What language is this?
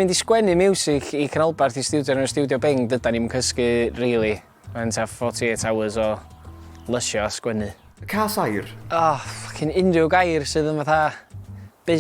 Welsh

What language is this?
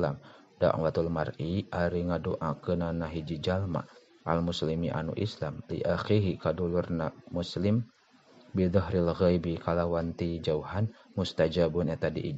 Sundanese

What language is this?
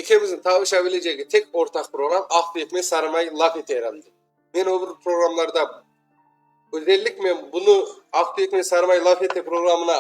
Crimean Tatar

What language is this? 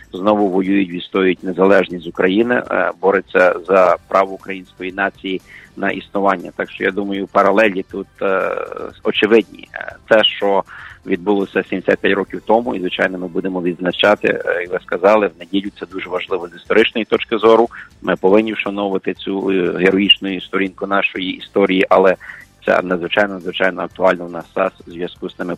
Ukrainian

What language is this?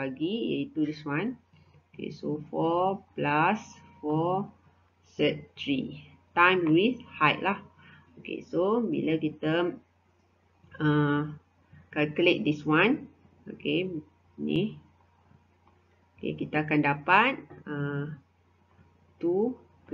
Malay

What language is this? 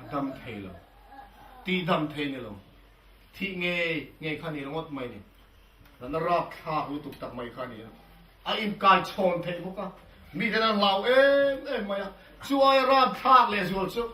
Mizo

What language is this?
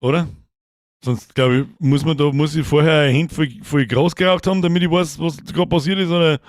Bavarian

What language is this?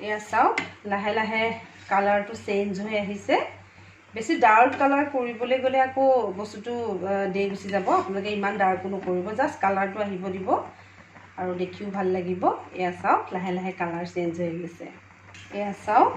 Assamese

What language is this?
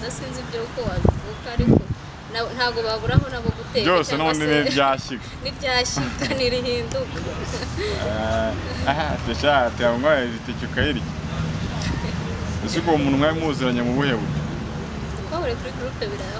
Kinyarwanda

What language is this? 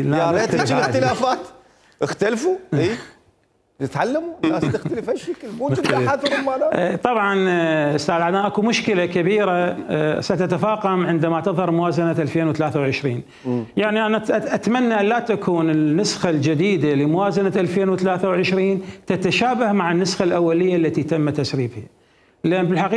Mesopotamian Arabic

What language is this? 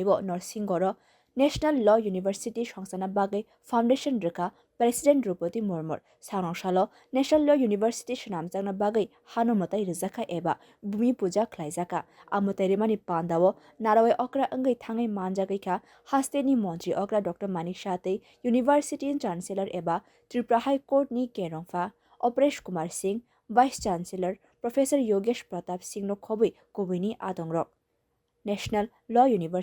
Kok Borok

